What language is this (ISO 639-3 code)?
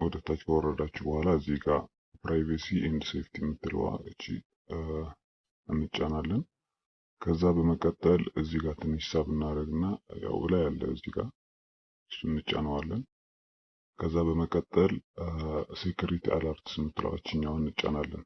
amh